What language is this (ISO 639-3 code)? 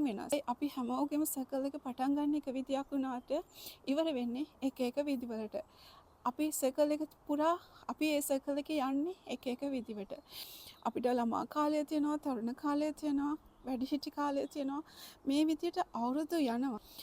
sin